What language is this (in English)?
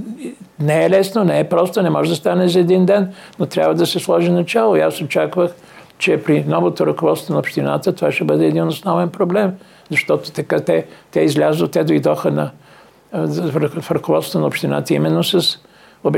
Bulgarian